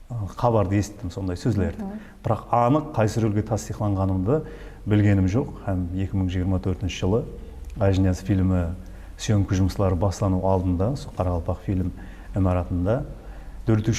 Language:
Kara-Kalpak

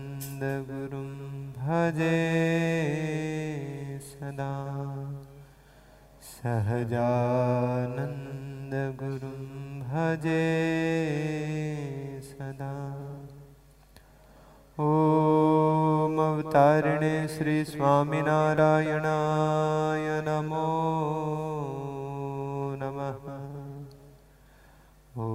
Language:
Gujarati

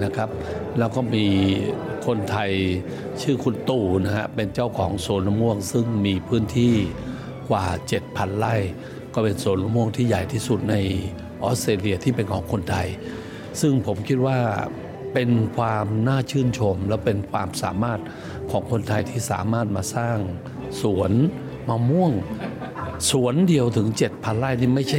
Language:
Thai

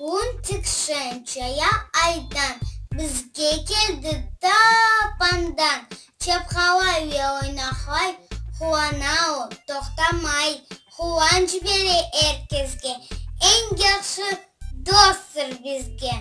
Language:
Crimean Tatar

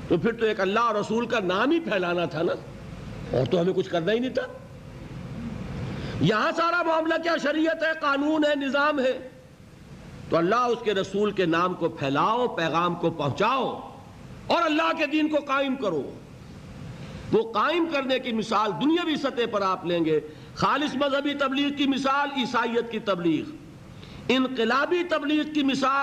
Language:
Urdu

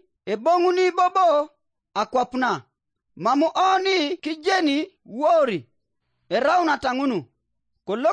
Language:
Teso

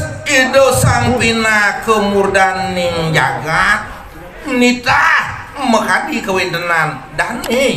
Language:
Balinese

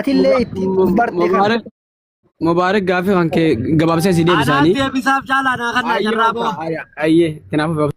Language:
Oromo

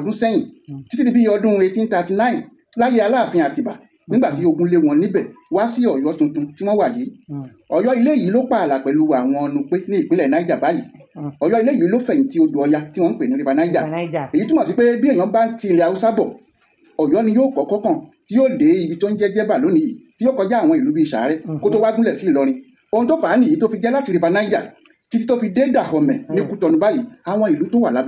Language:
Yoruba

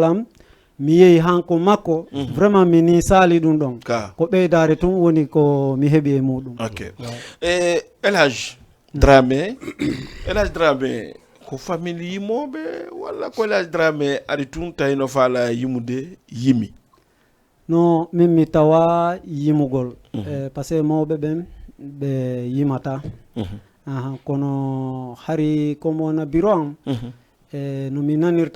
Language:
Fula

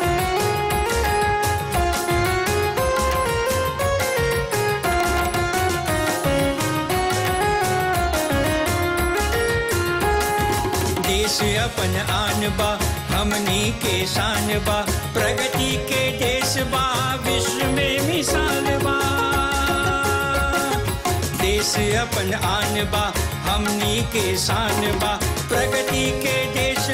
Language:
Bhojpuri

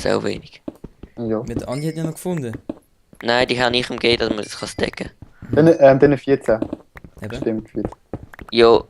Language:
Swiss German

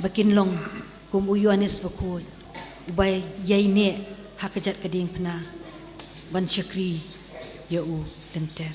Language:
Khasi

